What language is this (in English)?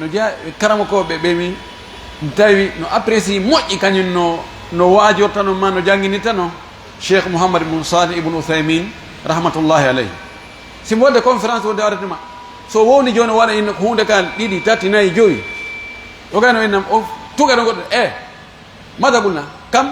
Fula